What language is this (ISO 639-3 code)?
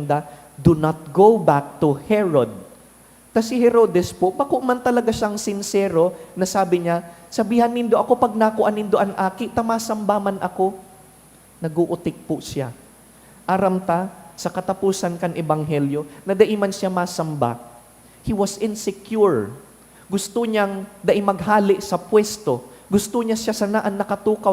bik